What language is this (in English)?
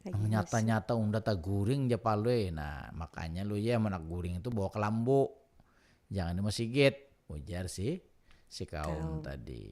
Banjar